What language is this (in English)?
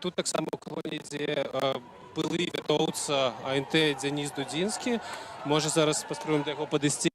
Belarusian